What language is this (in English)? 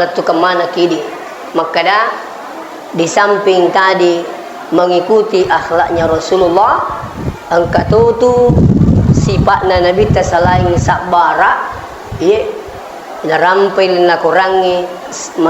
Buginese